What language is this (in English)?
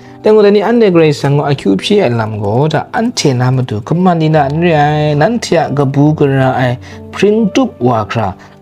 Kachin